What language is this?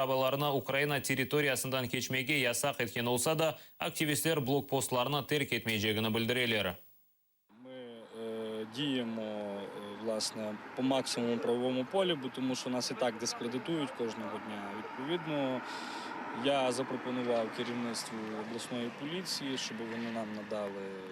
Crimean Tatar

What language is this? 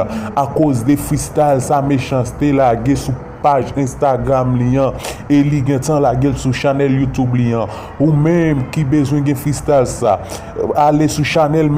Haitian Creole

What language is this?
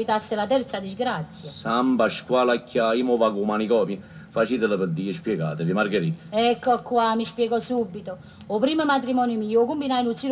Neapolitan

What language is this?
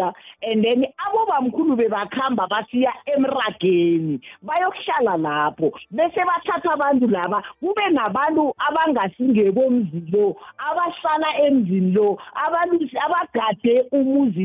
South Ndebele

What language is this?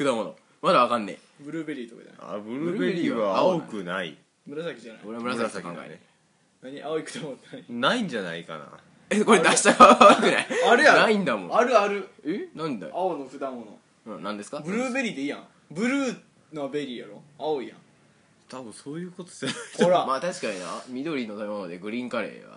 Japanese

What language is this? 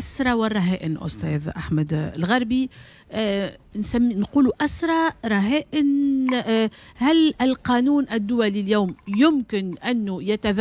Tunisian Arabic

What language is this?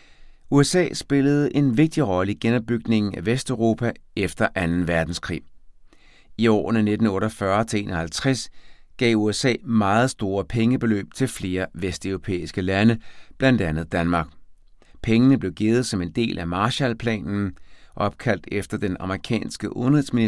Danish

